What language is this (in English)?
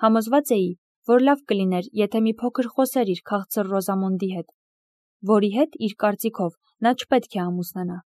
Armenian